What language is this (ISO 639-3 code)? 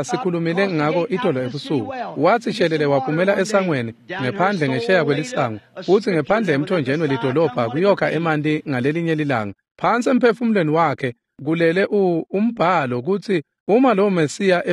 ssw